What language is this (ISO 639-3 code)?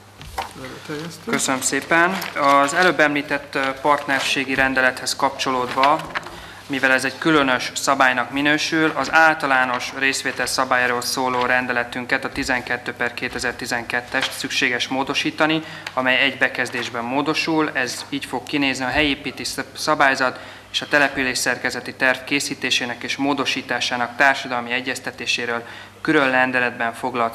hun